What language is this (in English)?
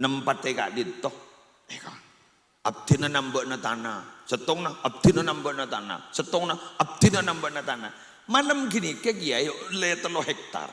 Madurese